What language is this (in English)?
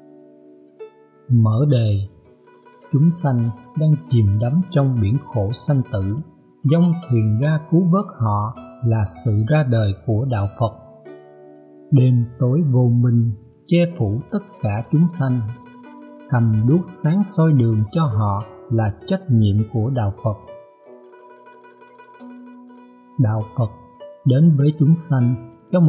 Vietnamese